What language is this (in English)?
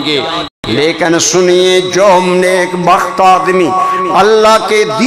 Urdu